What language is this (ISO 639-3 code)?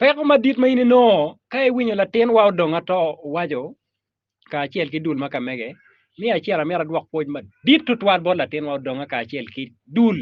ach